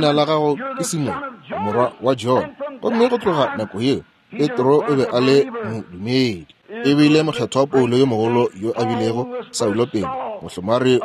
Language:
Northern Sotho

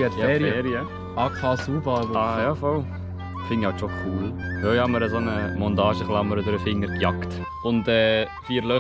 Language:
Swiss German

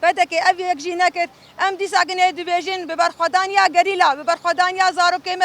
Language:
Kurdish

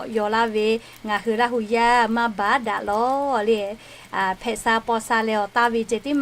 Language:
Lahu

